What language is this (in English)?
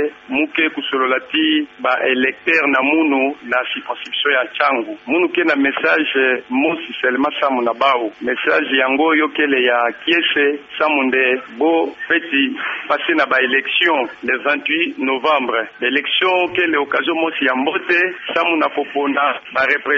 Kituba (Democratic Republic of Congo)